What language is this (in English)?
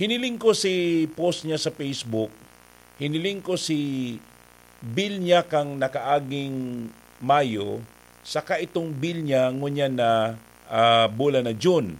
Bikol